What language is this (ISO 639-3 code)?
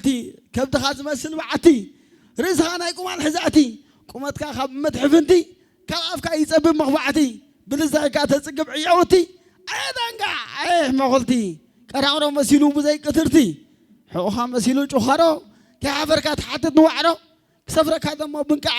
tir